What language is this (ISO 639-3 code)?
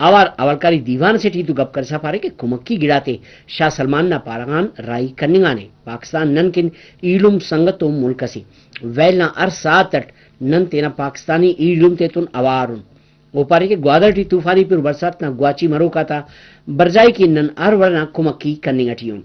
brh